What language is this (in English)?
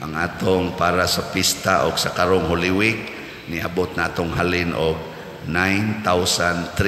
Cebuano